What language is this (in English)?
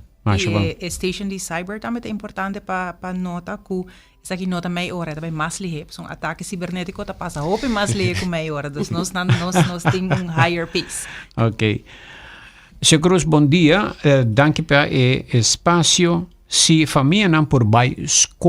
Papiamento